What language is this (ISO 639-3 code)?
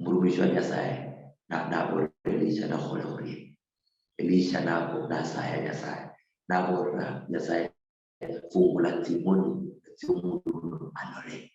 luy